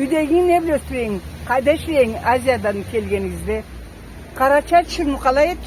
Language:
Karachay-Balkar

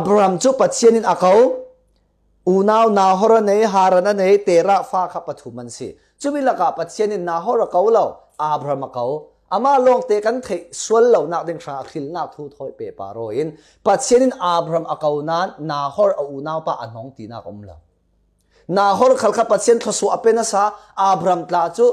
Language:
Falam Chin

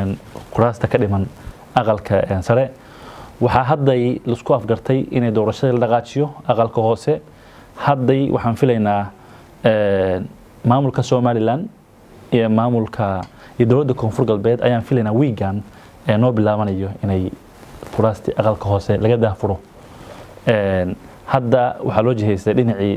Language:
Somali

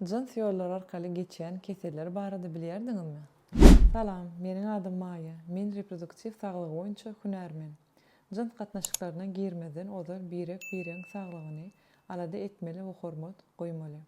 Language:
Turkmen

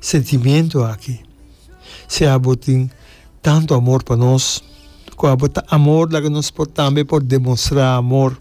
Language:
Papiamento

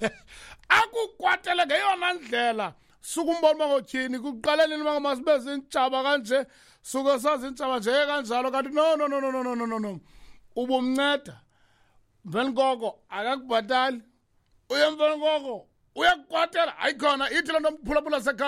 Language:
Xhosa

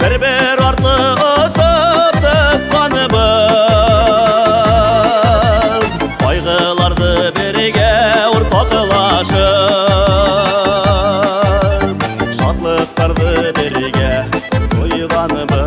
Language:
Bashkir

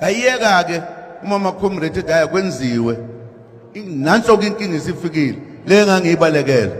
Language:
Zulu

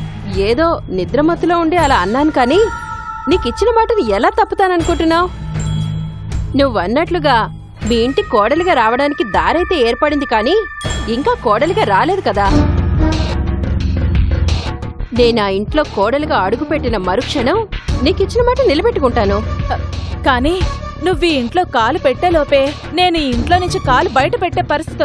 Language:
Telugu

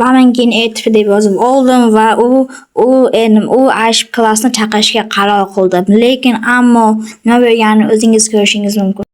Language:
Uzbek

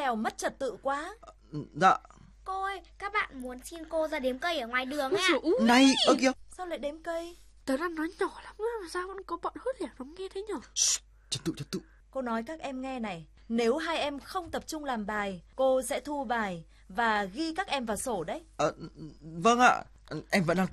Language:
Vietnamese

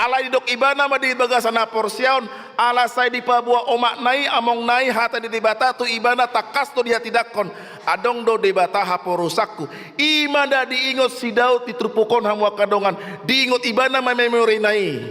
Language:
Batak Toba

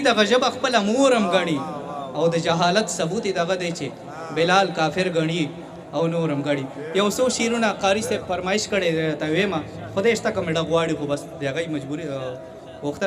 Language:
Pashto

